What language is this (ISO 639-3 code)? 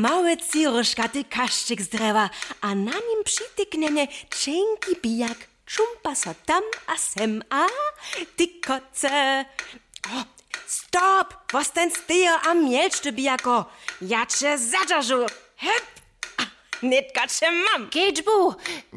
hsb